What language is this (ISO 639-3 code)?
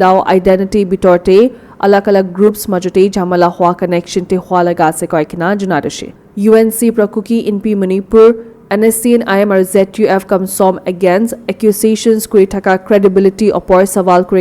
nag